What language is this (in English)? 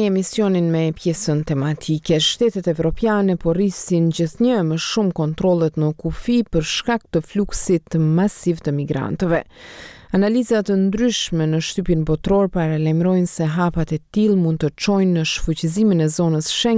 Albanian